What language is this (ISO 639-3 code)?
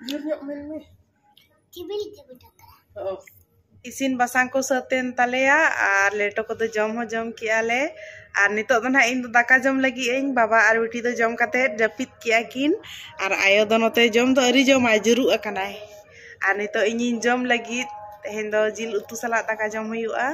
sat